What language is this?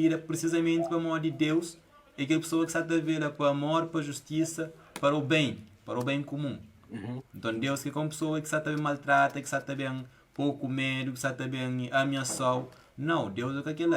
Kabuverdianu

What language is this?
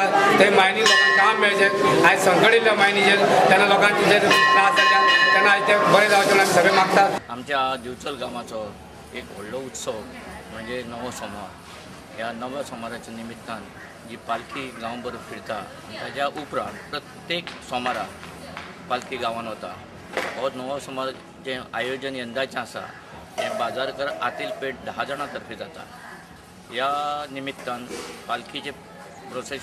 Konkani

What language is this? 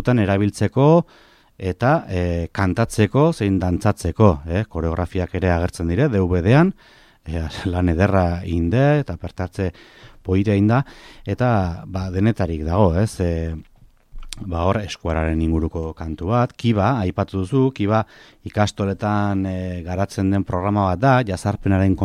Basque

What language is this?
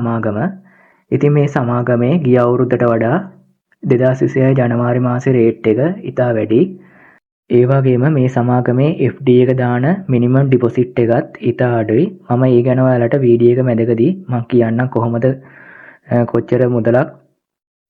Sinhala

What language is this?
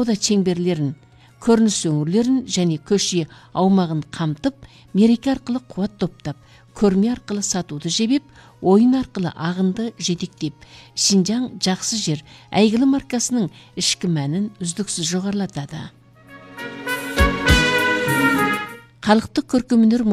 Kazakh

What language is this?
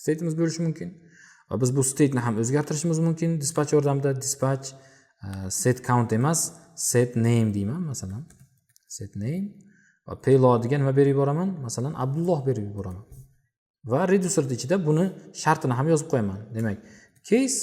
Uzbek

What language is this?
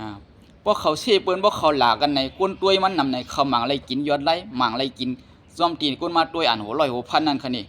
Shan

